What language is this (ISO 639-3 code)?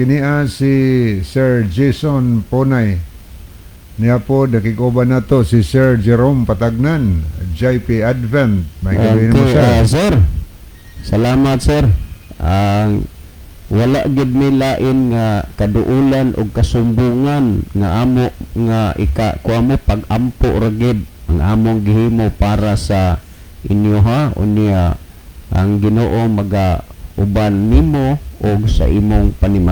ceb